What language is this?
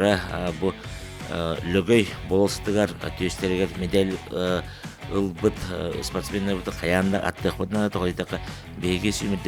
Yakut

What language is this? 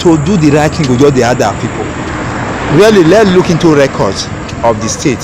Nigerian Pidgin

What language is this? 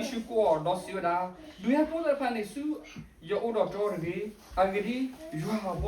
S'gaw Karen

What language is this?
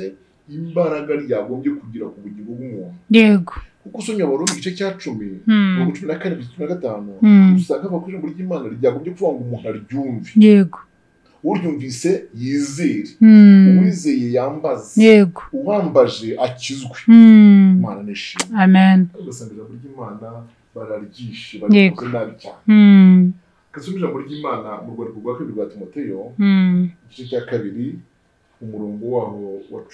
Kinyarwanda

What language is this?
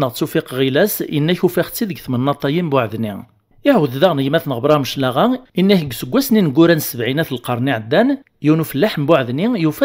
Kabyle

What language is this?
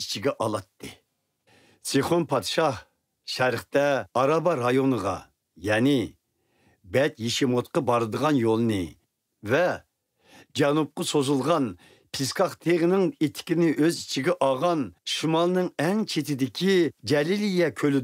Uyghur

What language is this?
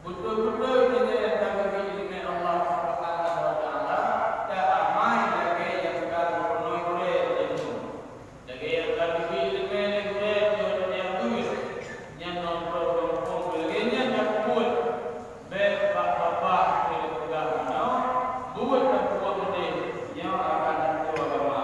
Achinese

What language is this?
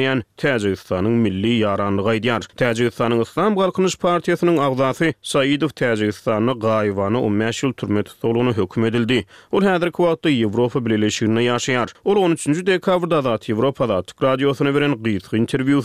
Turkmen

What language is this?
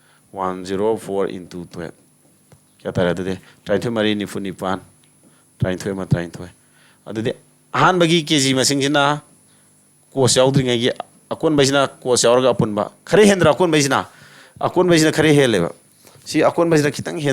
Manipuri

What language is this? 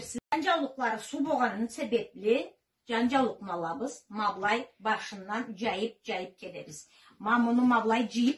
Karachay-Balkar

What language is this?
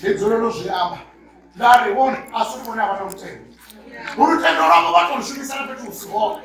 Venda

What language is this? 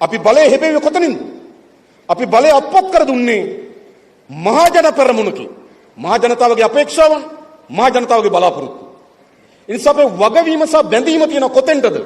Sinhala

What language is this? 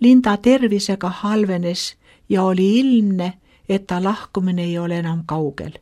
Estonian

